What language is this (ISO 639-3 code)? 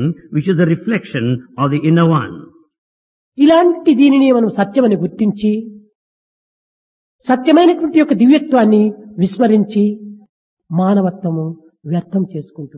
tel